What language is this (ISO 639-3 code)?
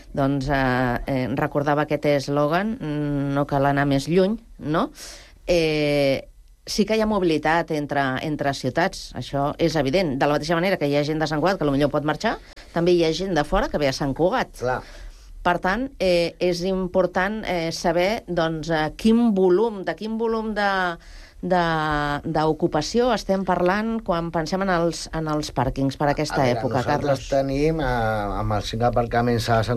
cat